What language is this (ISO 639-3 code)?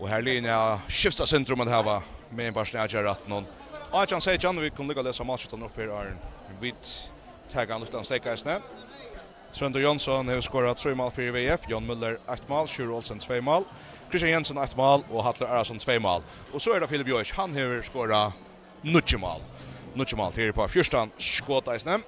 fao